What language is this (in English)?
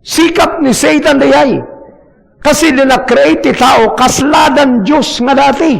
Iloko